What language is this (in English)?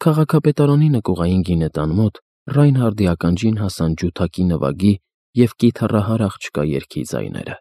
Armenian